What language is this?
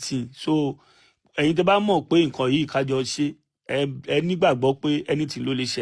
Yoruba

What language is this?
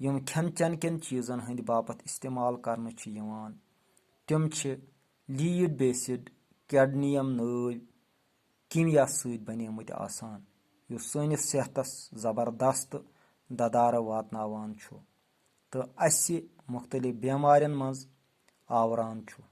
Kashmiri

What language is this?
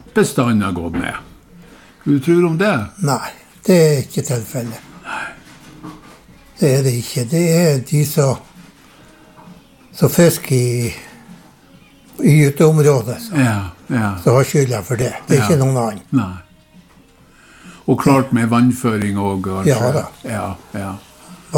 Norwegian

